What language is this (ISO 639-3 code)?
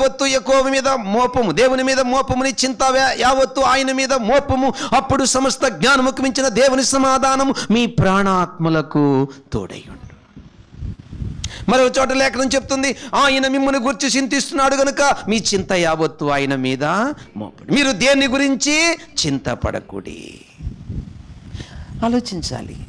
tel